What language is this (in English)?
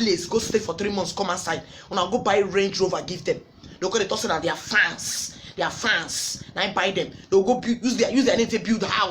Nigerian Pidgin